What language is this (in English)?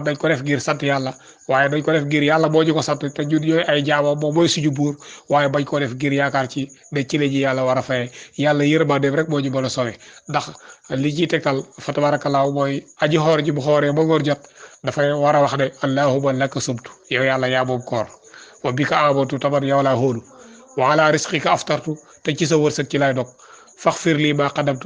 Wolof